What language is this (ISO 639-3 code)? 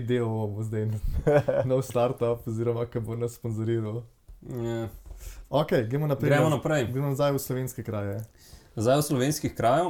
slv